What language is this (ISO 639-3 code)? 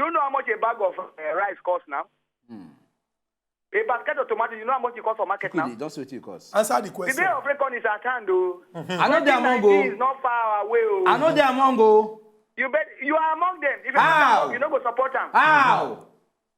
pcm